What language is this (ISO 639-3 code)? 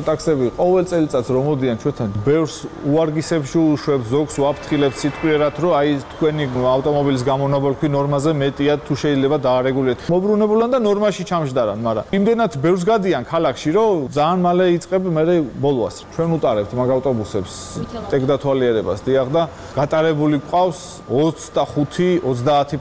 kat